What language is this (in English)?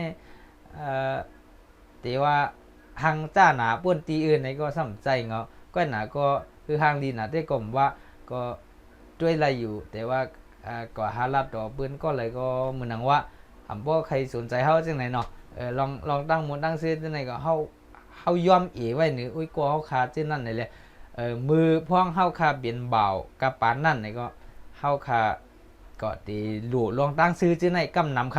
Shan